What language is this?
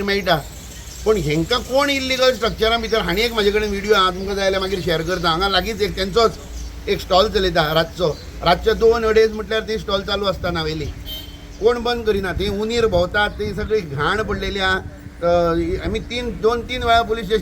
Konkani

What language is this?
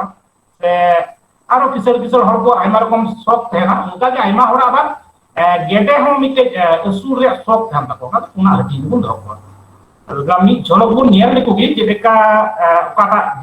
Santali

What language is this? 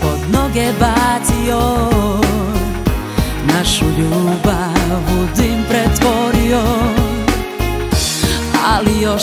Serbian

